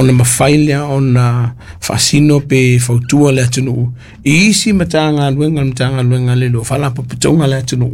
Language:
Samoan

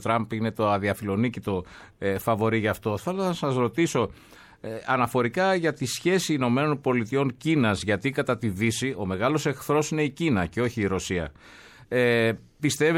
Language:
Greek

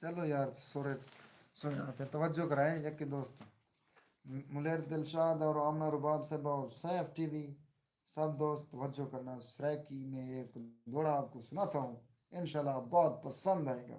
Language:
Saraiki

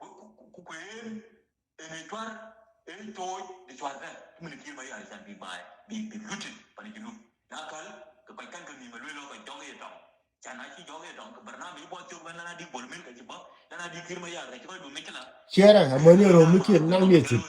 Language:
Nuer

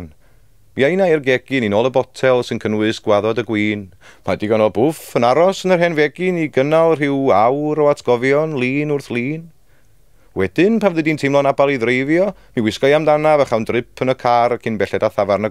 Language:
Welsh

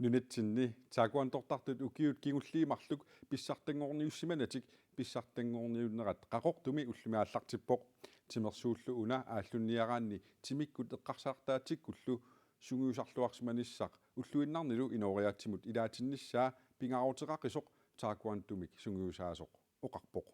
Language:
Kalaallisut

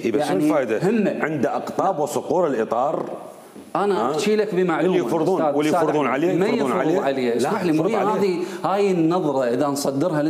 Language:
Mesopotamian Arabic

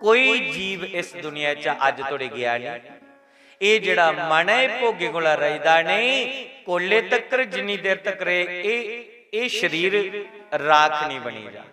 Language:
Dogri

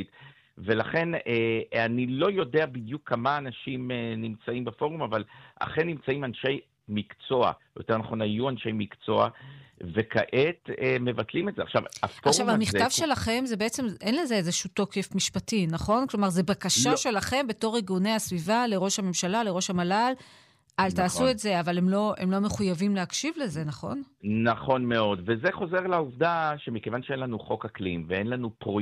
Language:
Hebrew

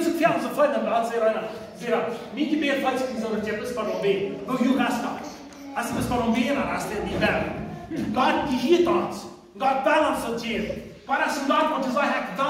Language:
Plautdietsch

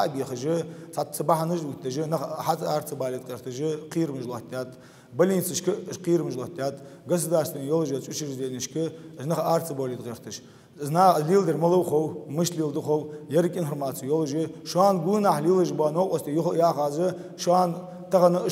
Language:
Ingush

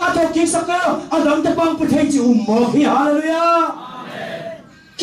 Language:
Tedim Chin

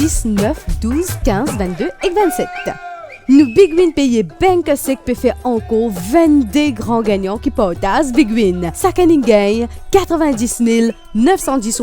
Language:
Morisyen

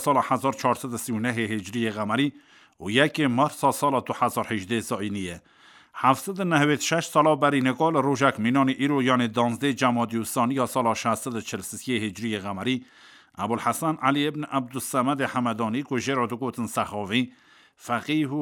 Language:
Kurdish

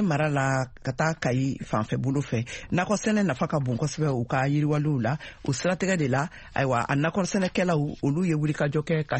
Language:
Bambara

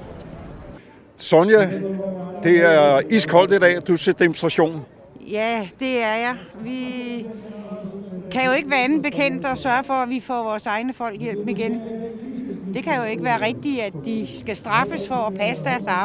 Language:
Danish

